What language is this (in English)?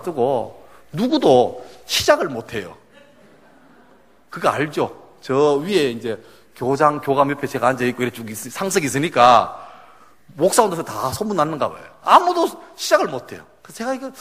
Korean